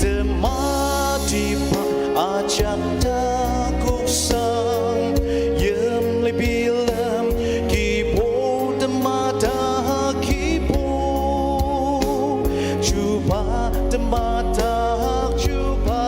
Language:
Ao Naga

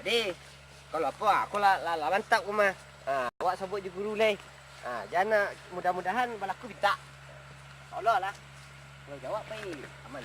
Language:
Minangkabau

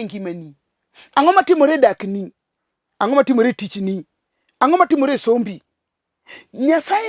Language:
Luo (Kenya and Tanzania)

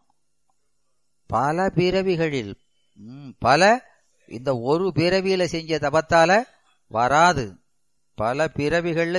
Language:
Tamil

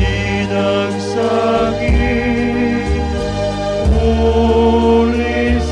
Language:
Bikol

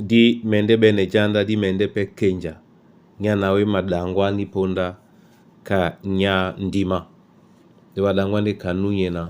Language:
Duala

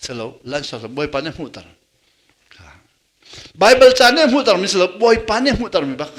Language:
Hakha Chin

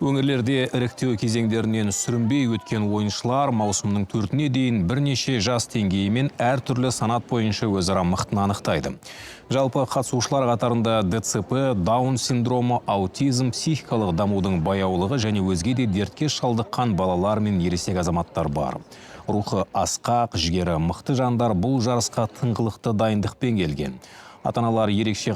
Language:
Kazakh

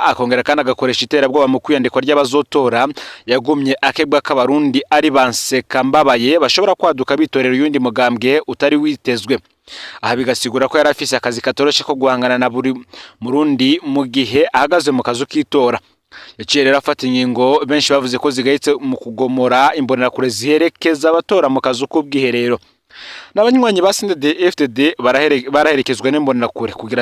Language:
Rundi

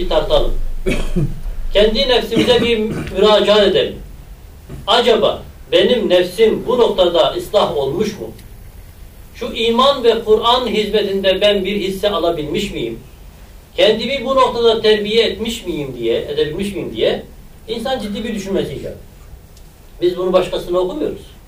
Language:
Turkish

